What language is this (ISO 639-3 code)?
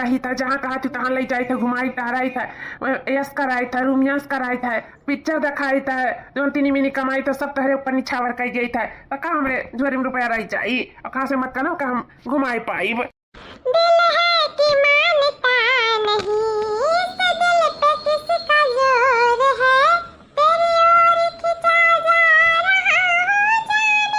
awa